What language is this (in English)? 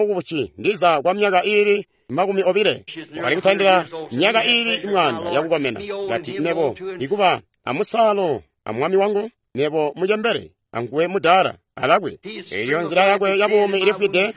Tonga (Zambia)